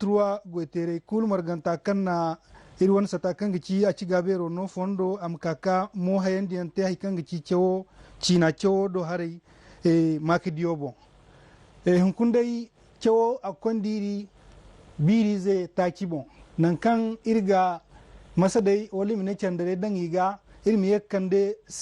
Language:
Zarma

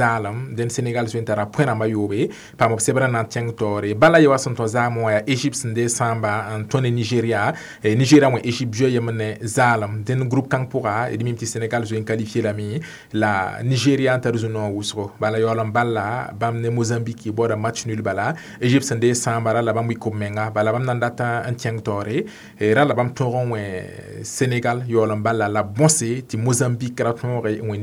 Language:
Mossi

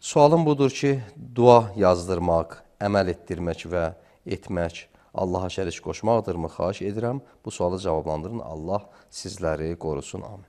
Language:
Azerbaijani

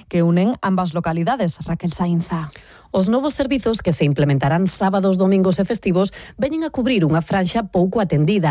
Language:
Galician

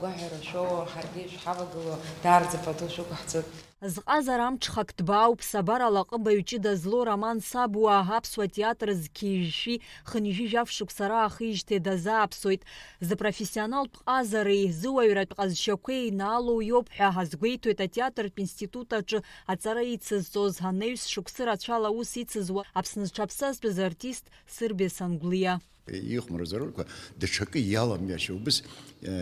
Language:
Abkhazian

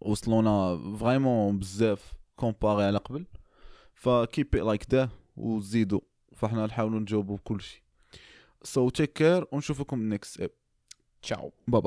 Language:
Moroccan Arabic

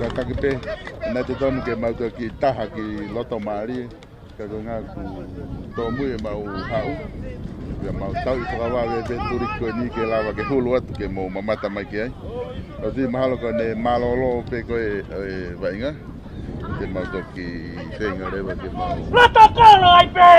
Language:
Tongan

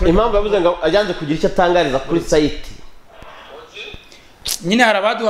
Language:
Kinyarwanda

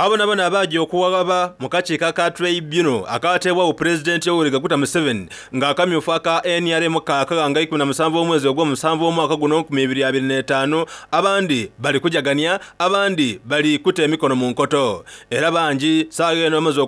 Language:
Soga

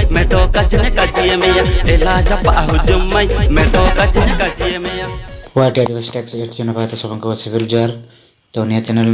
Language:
Santali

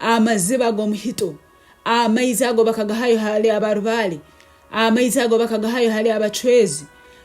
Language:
Nyankole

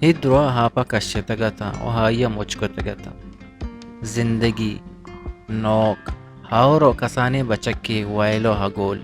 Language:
Baluchi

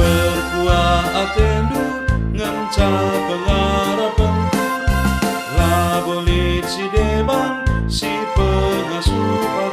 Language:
Batak Karo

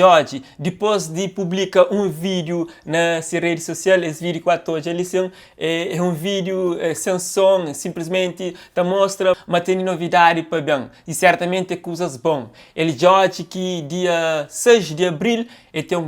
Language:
Kabuverdianu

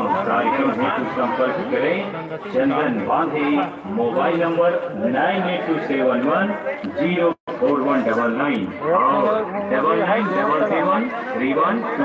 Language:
Chhattisgarhi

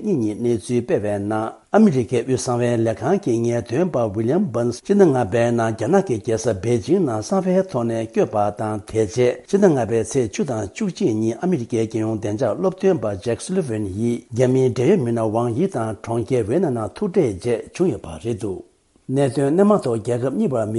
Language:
Tibetan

